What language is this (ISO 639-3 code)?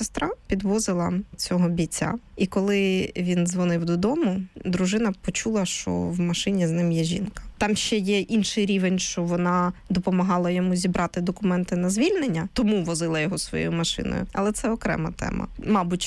ukr